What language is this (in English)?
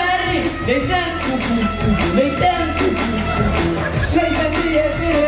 Bashkir